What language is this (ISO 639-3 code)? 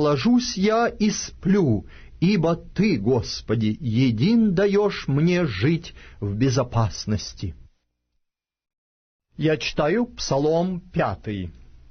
rus